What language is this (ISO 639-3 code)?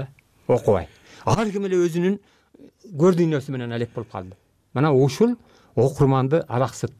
kir